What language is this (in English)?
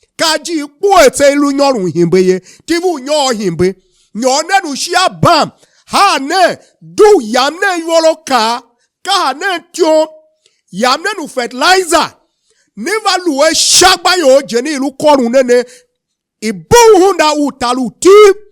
Tiv